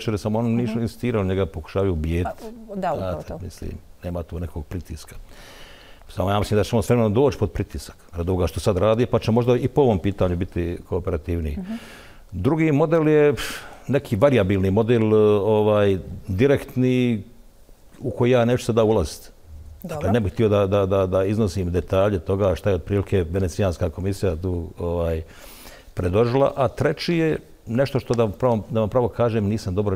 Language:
Bosnian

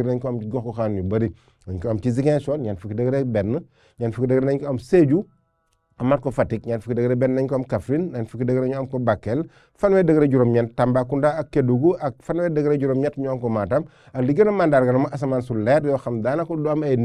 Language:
Wolof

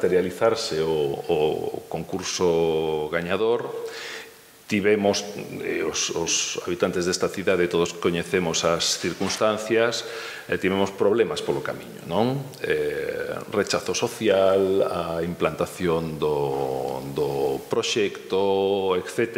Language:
Galician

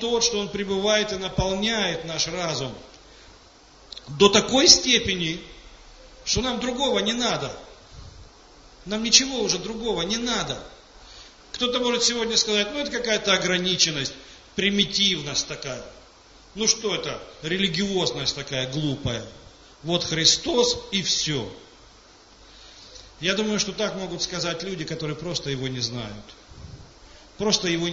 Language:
Russian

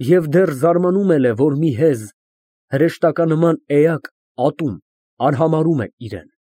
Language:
Armenian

